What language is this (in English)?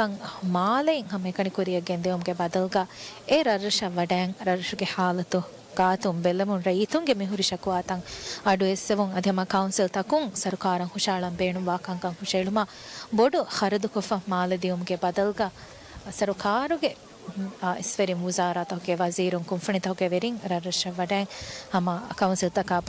Divehi